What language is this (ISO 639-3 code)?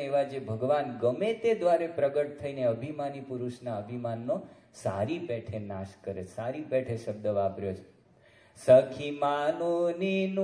guj